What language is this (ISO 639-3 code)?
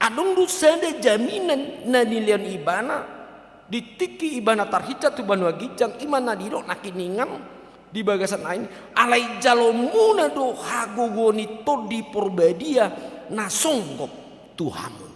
bbc